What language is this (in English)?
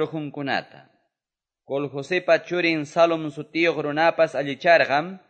Quechua